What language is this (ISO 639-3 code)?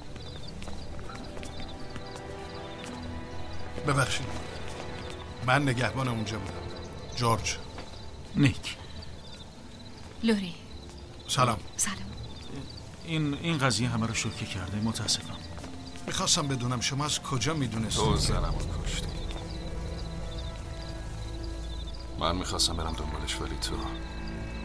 fas